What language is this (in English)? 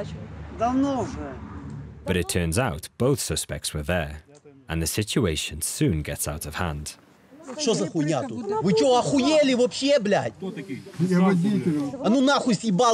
Ukrainian